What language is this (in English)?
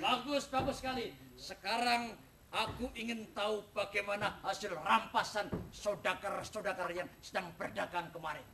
Banjar